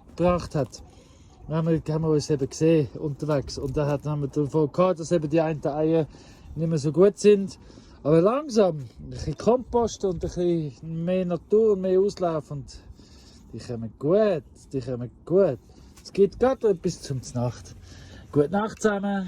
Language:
Swiss German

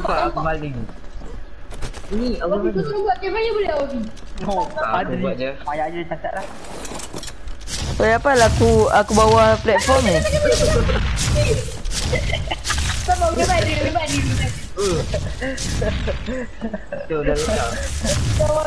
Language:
Malay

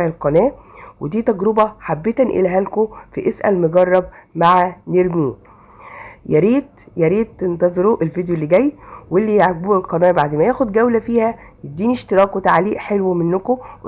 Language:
Egyptian Arabic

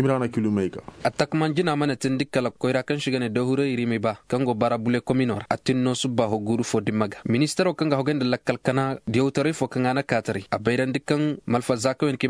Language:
Koyraboro Senni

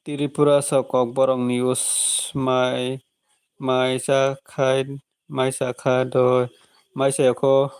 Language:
Kok Borok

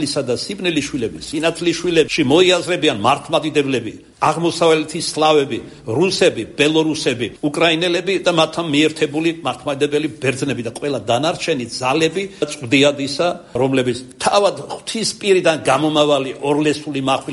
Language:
Georgian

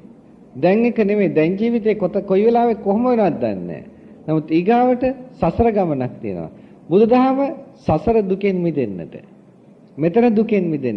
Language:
Sinhala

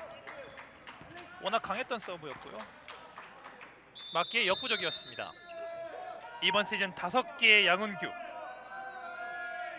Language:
Korean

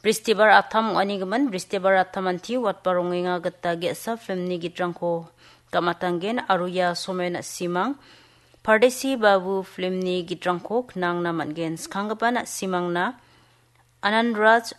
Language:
Garo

